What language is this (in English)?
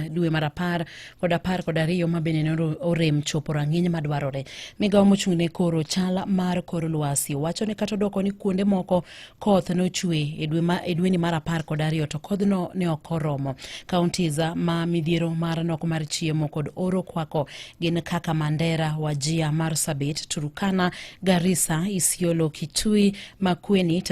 Luo (Kenya and Tanzania)